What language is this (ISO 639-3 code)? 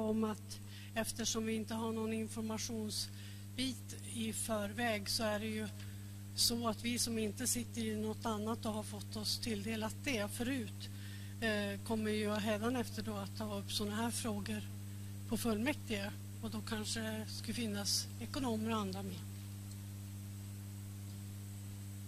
swe